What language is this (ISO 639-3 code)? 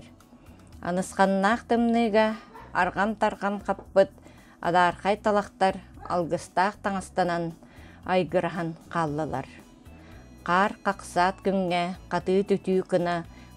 sah